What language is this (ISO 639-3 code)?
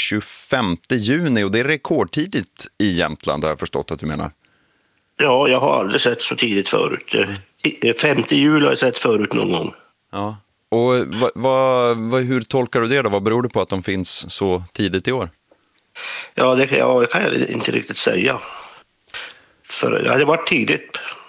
swe